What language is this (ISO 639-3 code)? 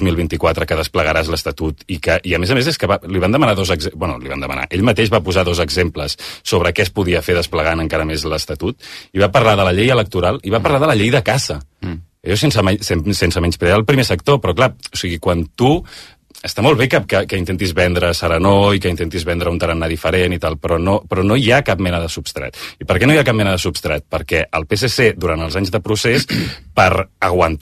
cat